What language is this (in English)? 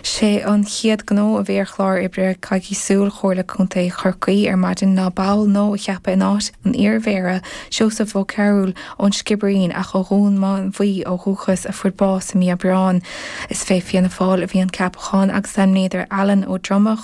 Irish